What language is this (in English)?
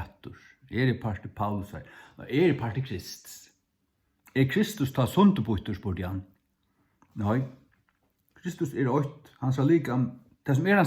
Faroese